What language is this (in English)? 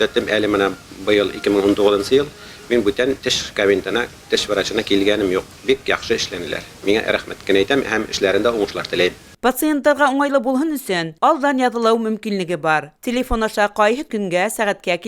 Bashkir